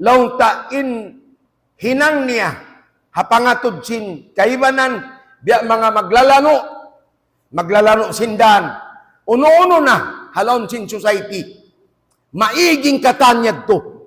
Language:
Tausug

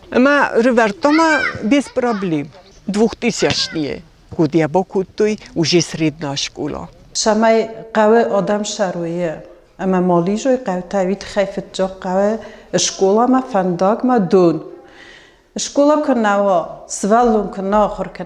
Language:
Ossetic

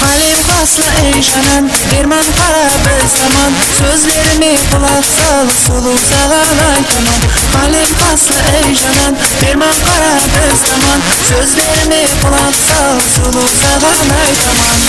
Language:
Kara-Kalpak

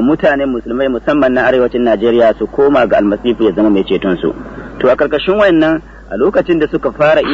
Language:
Hausa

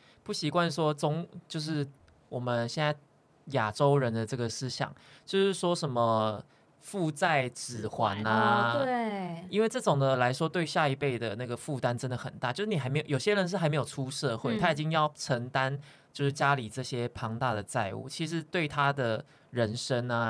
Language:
Chinese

